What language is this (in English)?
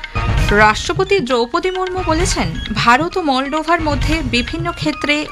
Bangla